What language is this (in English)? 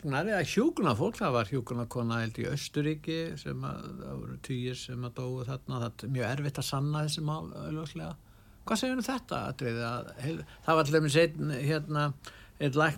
Icelandic